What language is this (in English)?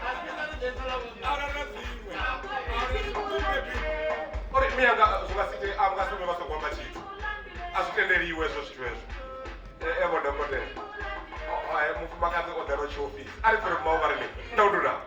Venda